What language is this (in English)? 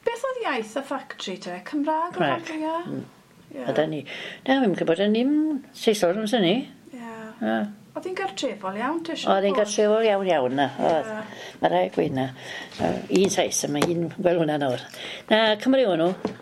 Welsh